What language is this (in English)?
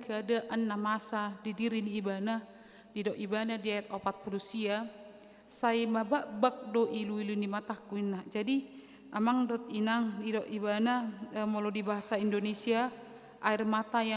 Batak Toba